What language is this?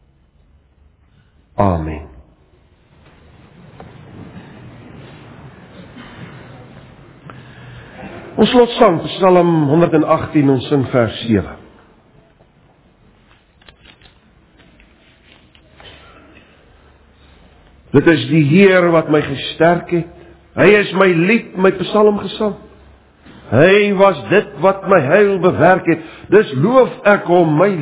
Afrikaans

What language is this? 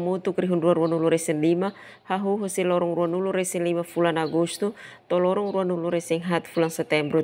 Tetum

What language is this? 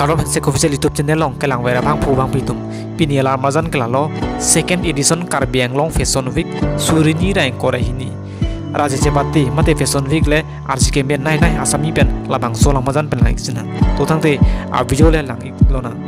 Karbi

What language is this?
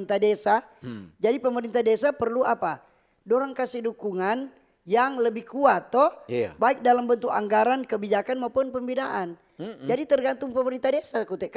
Manado Malay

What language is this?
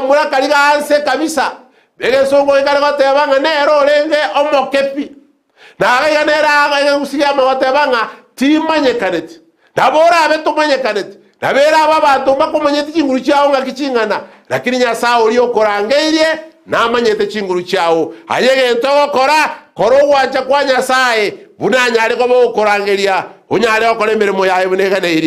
Gusii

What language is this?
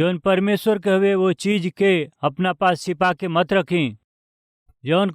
Bhojpuri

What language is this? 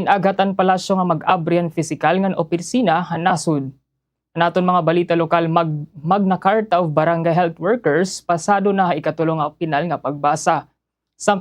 Waray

